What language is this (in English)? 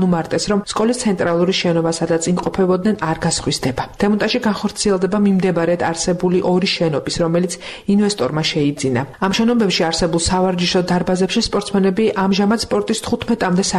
Georgian